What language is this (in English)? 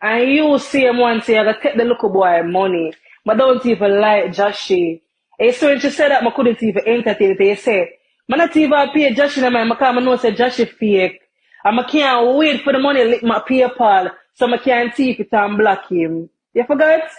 Jamaican Creole English